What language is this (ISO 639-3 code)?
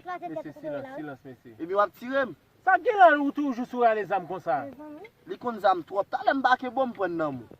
hat